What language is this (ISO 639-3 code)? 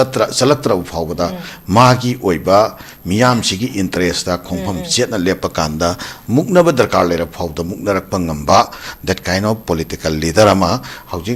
mni